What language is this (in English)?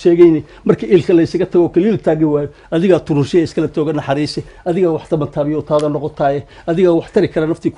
Somali